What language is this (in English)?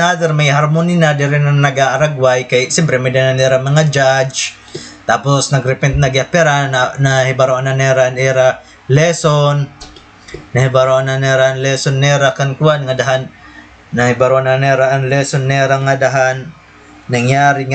Waray